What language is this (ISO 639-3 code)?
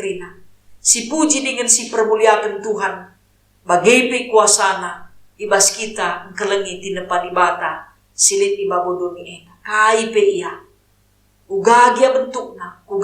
btx